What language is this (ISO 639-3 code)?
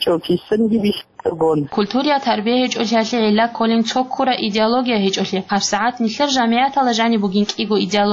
ava